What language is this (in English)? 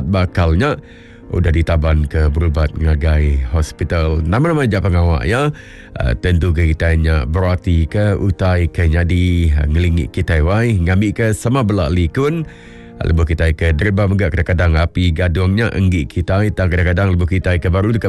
Iban